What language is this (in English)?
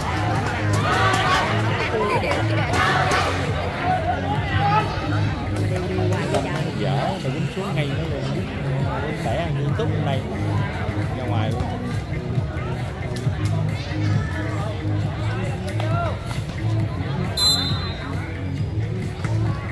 Vietnamese